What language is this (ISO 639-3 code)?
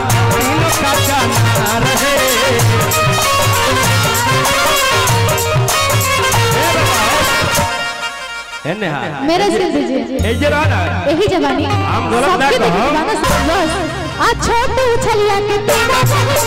bho